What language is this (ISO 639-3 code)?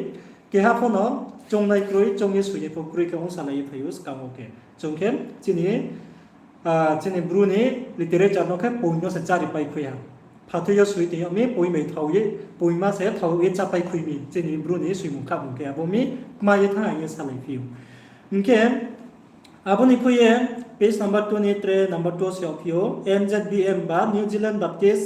ria